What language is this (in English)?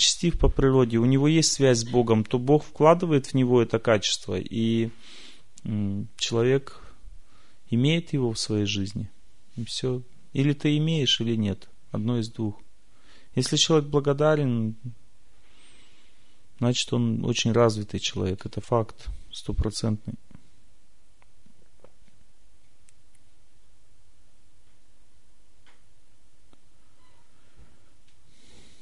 Russian